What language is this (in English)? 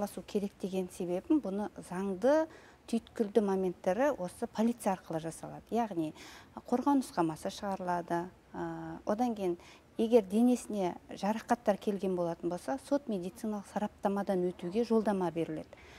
Kazakh